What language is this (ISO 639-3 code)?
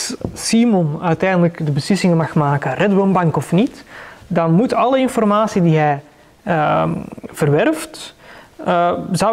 nld